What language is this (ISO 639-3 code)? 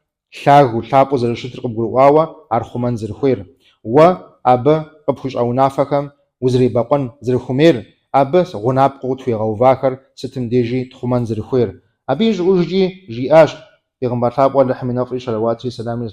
kbd